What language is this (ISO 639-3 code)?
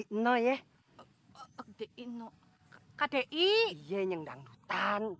bew